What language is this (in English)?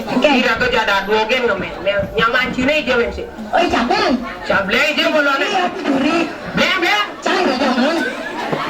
Balinese